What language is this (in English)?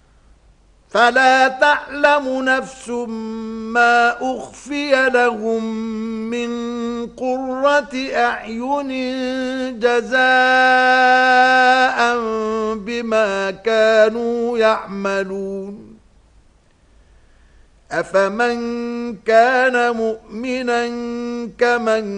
Arabic